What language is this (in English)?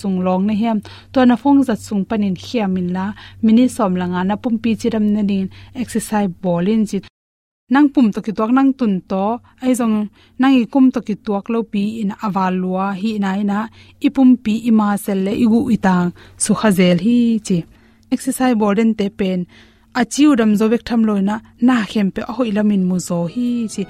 Tedim Chin